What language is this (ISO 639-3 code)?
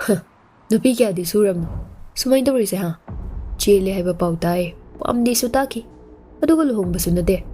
mni